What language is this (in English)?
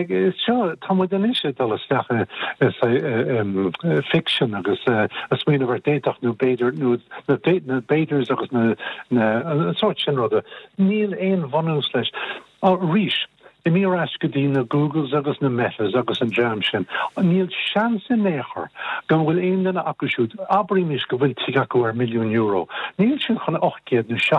Irish